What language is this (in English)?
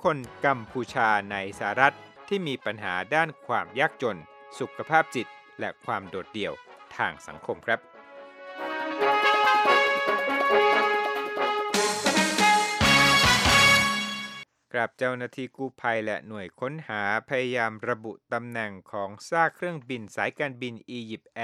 Thai